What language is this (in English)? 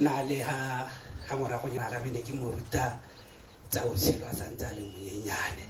Tswana